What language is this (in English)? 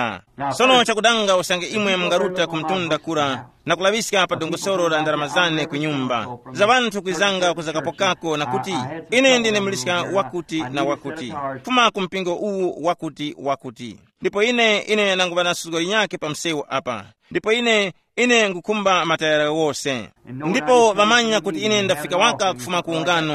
Tumbuka